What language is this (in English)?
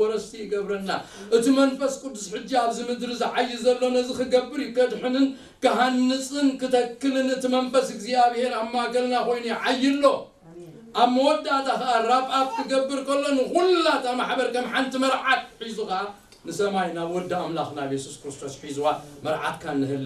Tigrinya